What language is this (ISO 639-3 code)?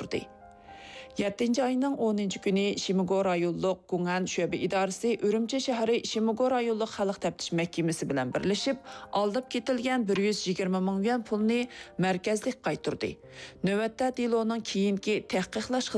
uig